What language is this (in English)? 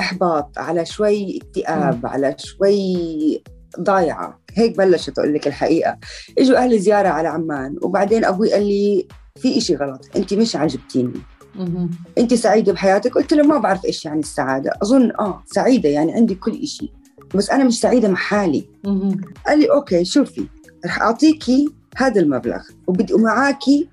North Levantine Arabic